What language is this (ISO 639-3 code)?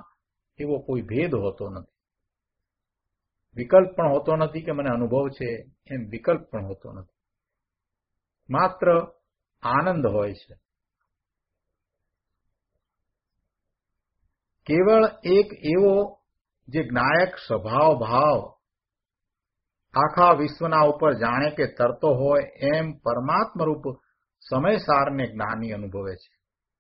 guj